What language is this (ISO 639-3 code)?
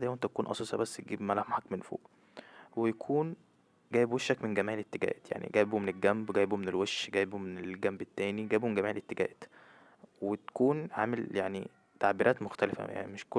arz